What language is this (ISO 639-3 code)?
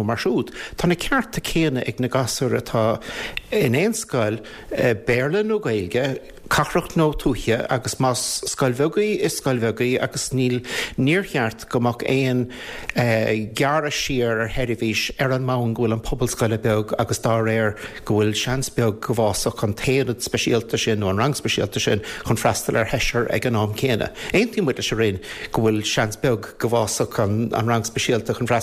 gle